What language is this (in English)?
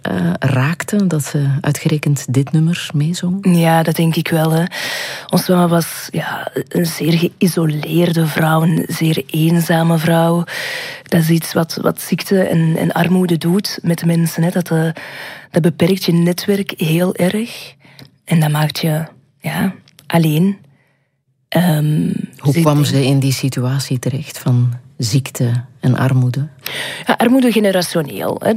Dutch